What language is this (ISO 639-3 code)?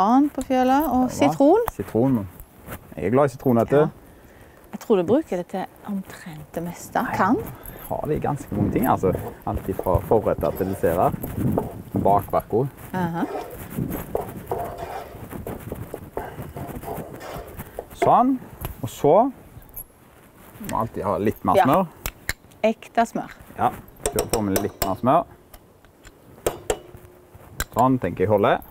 nor